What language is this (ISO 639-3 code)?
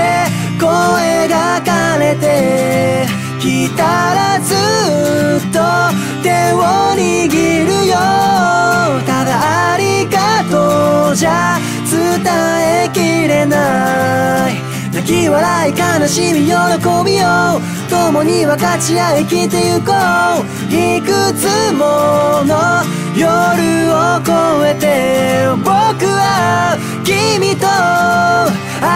jpn